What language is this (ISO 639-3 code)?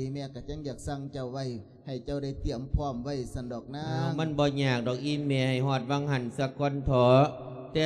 lao